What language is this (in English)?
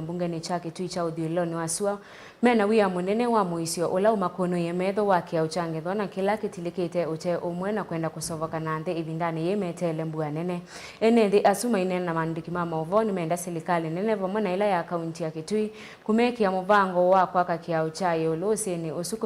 Kamba